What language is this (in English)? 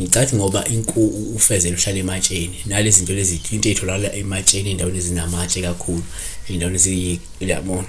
Zulu